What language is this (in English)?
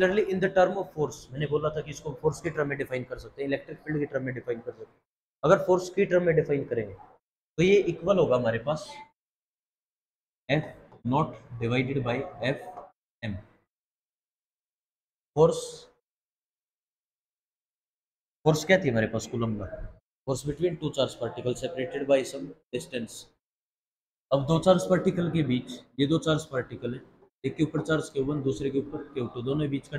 Hindi